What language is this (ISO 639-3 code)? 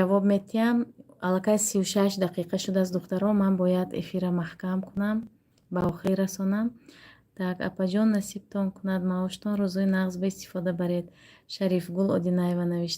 tgk